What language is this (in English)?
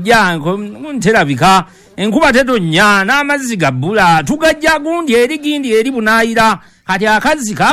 Ganda